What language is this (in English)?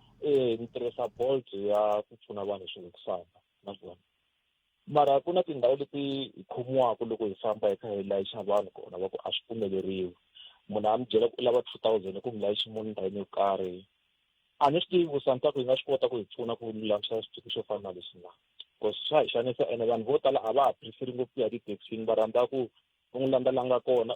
Tsonga